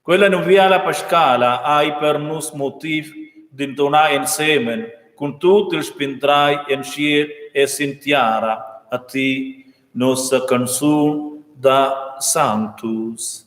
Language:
Romansh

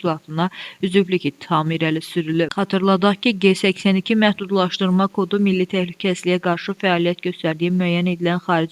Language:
Azerbaijani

